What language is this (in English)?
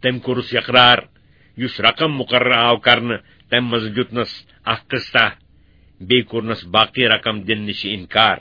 Kashmiri